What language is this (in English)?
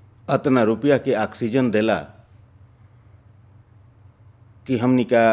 Bhojpuri